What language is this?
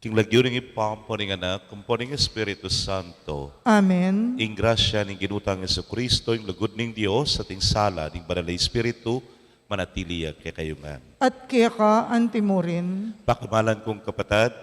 Pampanga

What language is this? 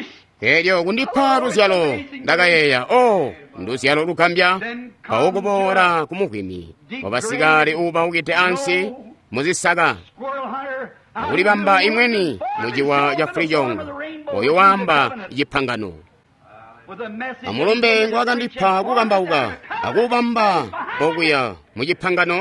Tonga (Zambia)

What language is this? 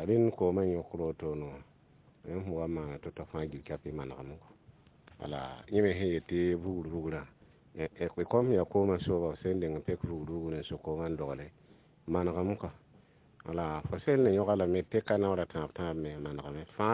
Mossi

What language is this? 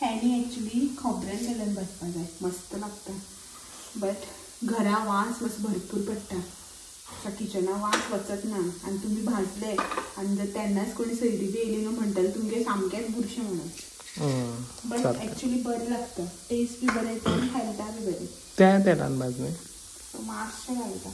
Konkani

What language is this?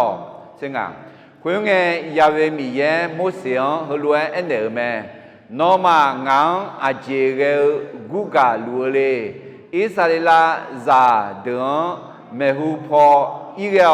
Akha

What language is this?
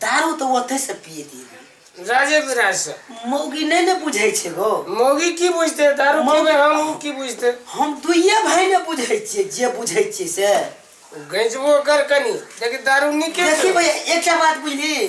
Maithili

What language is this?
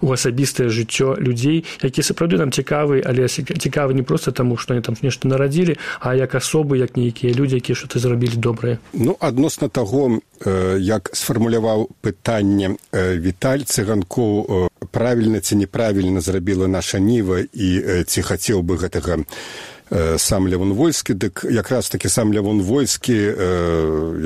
Belarusian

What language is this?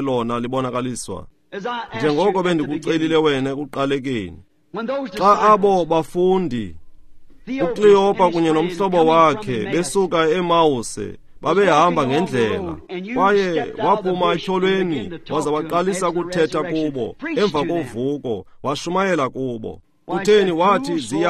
Xhosa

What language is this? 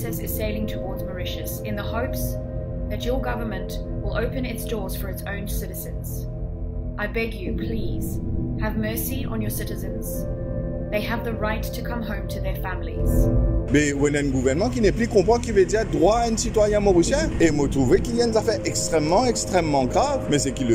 Morisyen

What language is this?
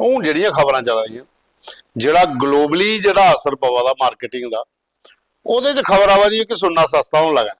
Dogri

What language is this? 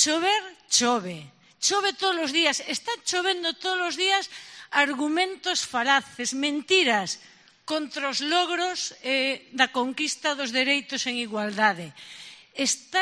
Galician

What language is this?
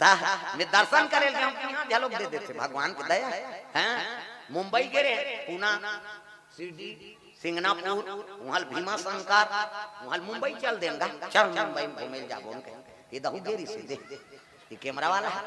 Chhattisgarhi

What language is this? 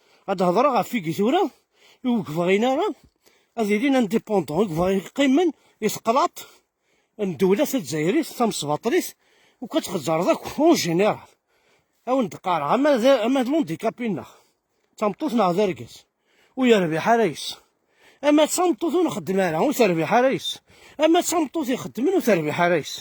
Kabyle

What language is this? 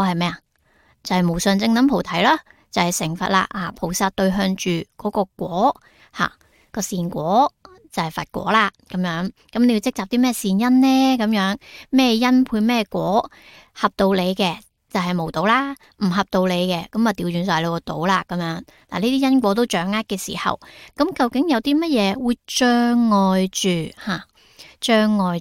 Cantonese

